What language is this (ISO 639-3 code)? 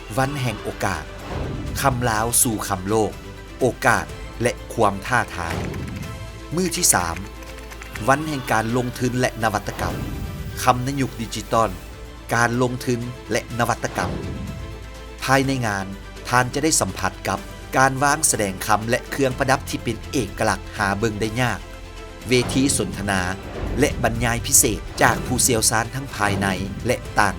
lao